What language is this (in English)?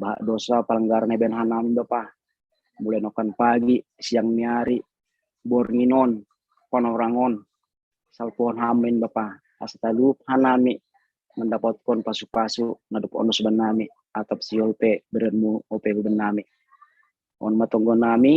Batak Simalungun